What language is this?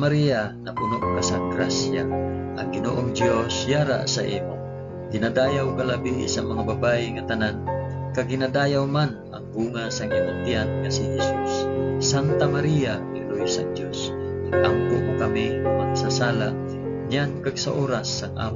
Hiligaynon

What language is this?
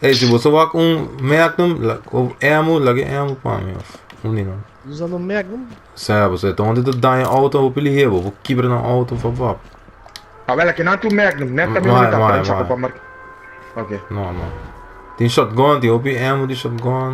Papiamento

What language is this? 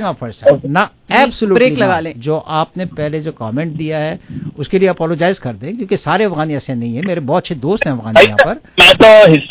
Urdu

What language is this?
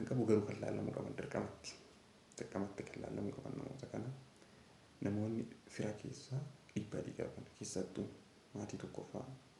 Oromo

